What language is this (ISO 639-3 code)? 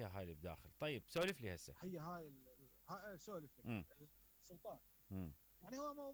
acm